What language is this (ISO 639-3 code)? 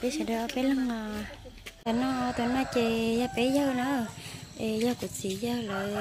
hmn